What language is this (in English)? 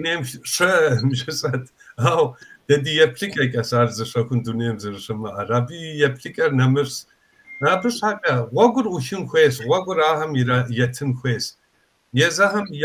Kabardian